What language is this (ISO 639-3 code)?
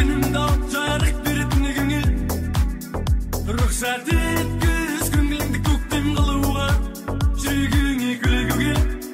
kaz